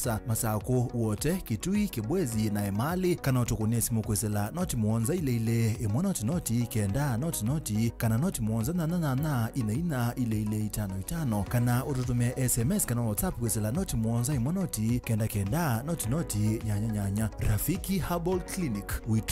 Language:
Kamba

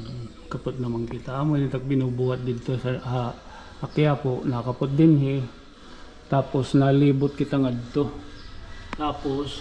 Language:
Waray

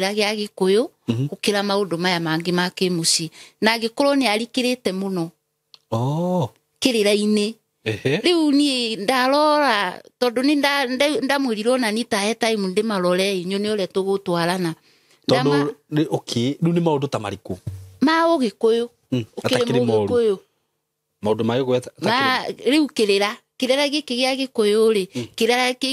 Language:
Kikuyu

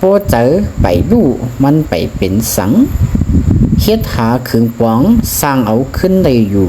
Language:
Shan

